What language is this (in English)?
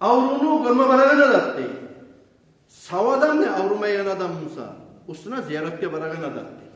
Kumyk